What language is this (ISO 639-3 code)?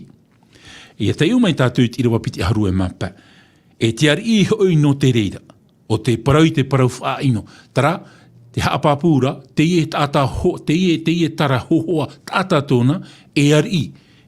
tah